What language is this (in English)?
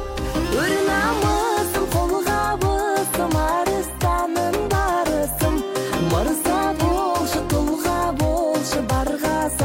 Kazakh